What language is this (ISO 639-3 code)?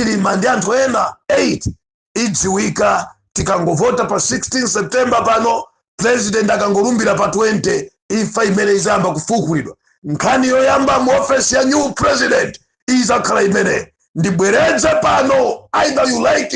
nya